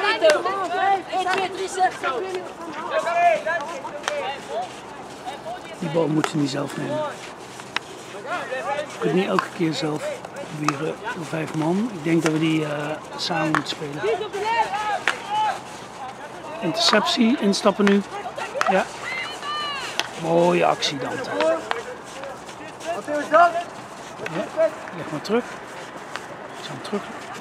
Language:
Dutch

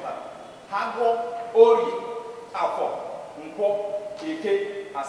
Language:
Igbo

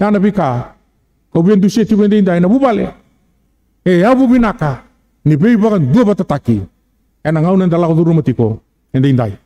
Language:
Fijian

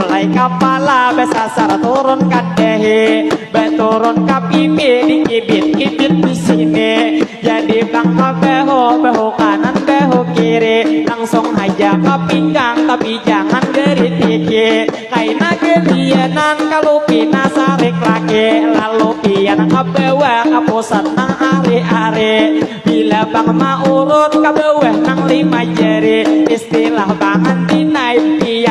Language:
Banjar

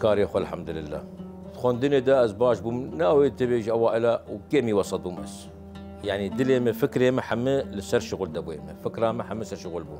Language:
Kurdish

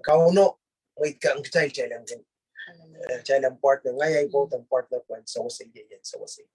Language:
Pohnpeian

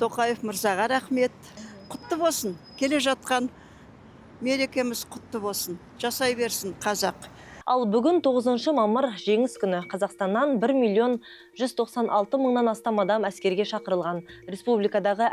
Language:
Kazakh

